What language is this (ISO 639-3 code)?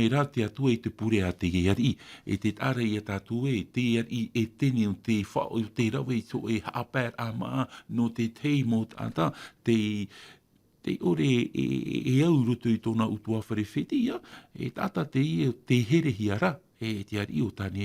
tah